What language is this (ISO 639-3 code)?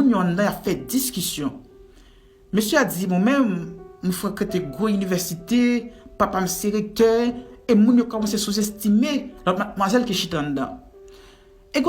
hat